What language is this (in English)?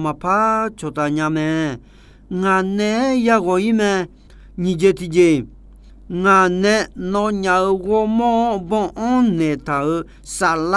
Akha